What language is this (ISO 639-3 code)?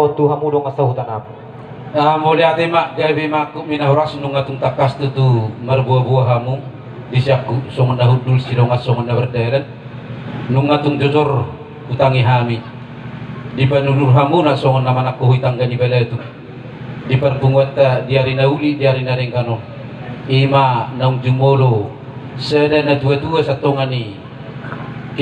bbc